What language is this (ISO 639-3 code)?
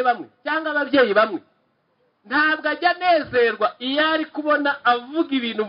kin